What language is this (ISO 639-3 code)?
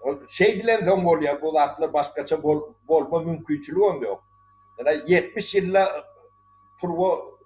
tuk